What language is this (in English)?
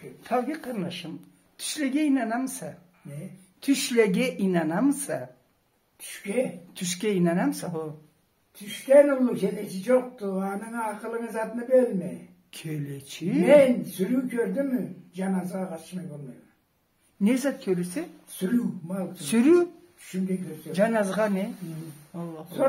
Karachay-Balkar